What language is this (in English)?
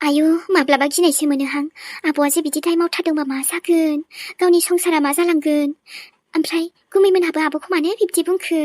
Bodo